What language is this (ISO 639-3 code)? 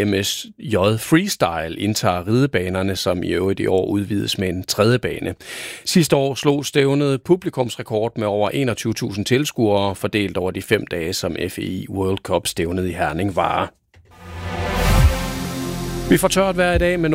dan